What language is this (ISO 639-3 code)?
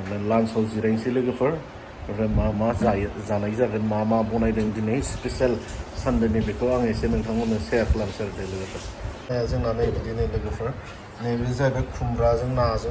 brx